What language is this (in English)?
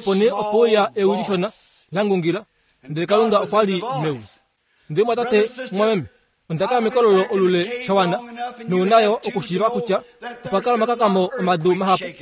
Kuanyama